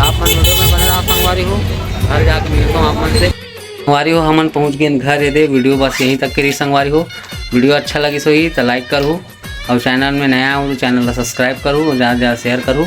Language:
Chhattisgarhi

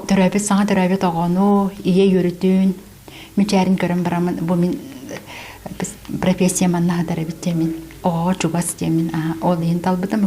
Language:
Yakut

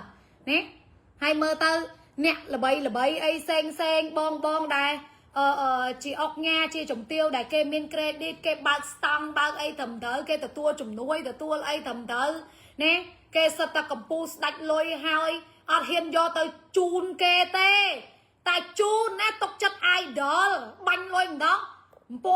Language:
Khmer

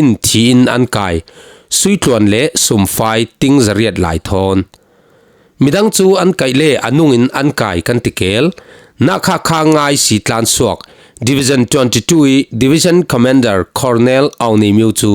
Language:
Falam Chin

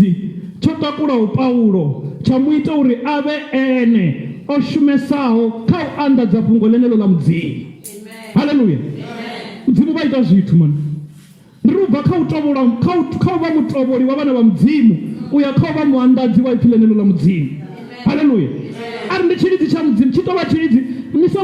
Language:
Venda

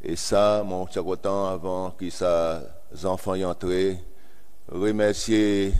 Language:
Seselwa Creole French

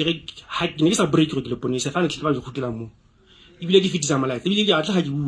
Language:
Southern Sotho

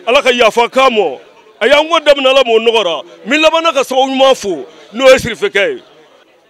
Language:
Bambara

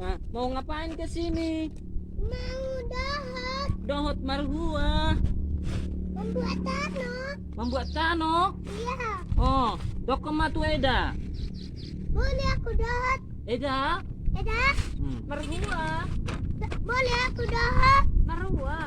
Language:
Batak Toba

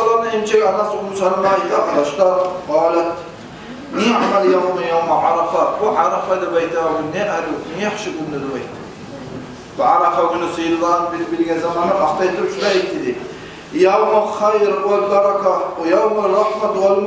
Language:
Kumyk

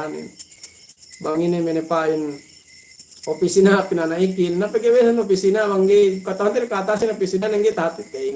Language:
Yakan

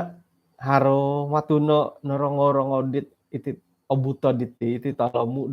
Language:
Central Dusun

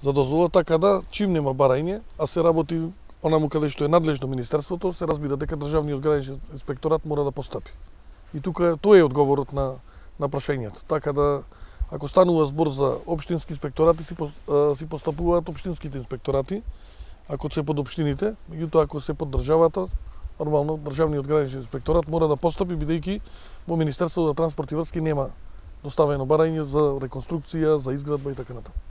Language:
Macedonian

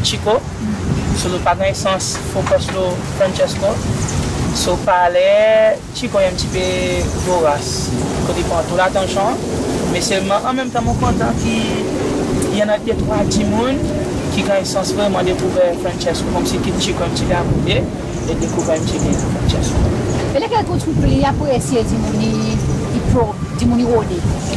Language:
Seselwa Creole French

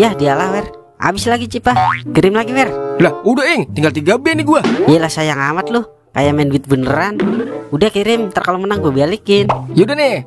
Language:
Betawi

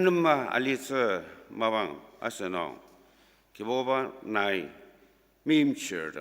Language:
Ao Naga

